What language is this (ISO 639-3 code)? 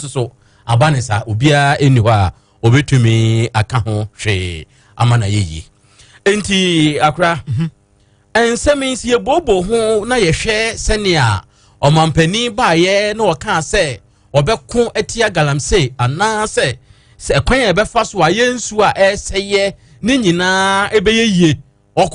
aka